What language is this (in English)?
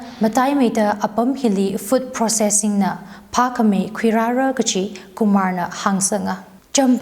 Tangkhul Naga (India)